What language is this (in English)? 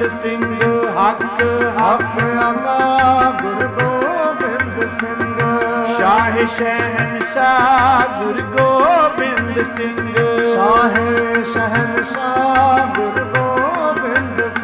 Punjabi